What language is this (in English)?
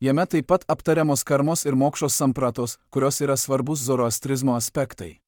Lithuanian